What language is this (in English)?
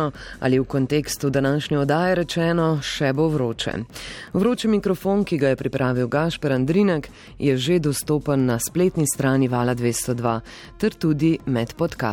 Slovenian